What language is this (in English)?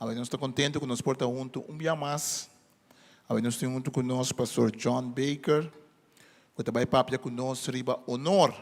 Papiamento